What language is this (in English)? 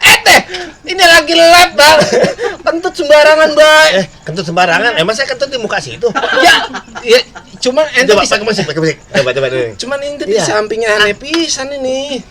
Betawi